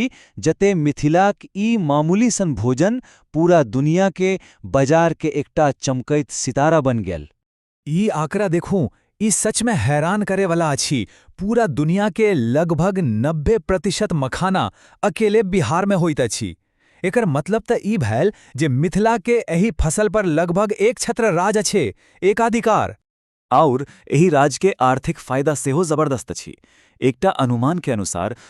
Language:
Maithili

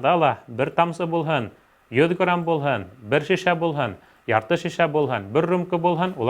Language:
Bashkir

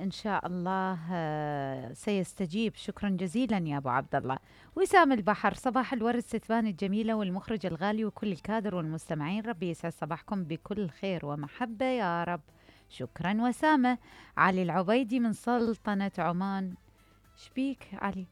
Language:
Mesopotamian Arabic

